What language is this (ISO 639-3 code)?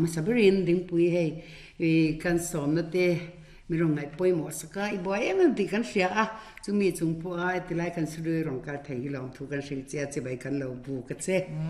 lus